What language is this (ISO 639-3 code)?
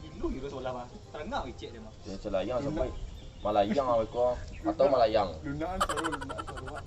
min